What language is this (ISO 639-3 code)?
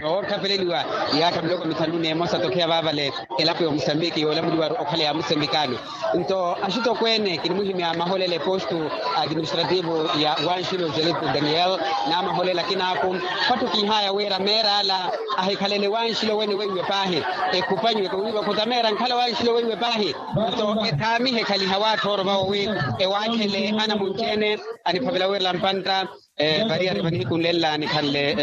vmw